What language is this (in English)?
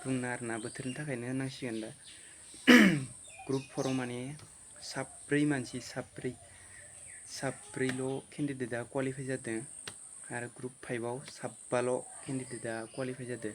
Bodo